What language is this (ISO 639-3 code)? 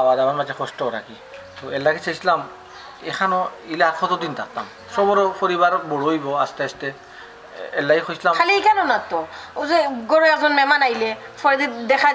syl